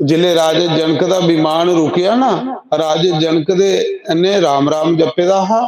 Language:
Dogri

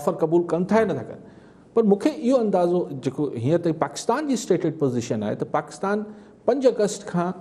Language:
Sindhi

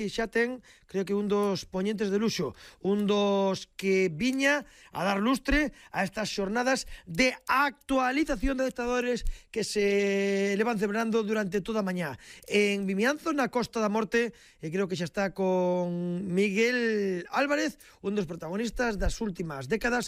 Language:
Galician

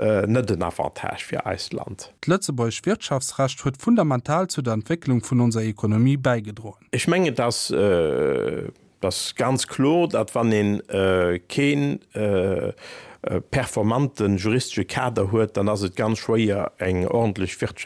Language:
Luxembourgish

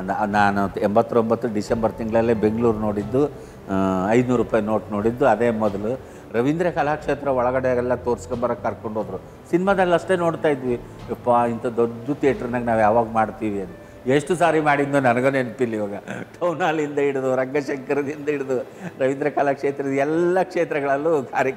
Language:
Kannada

